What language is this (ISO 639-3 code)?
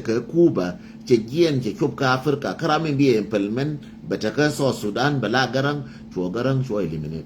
nus